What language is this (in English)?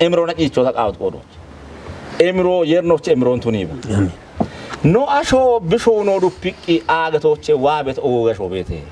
Kafa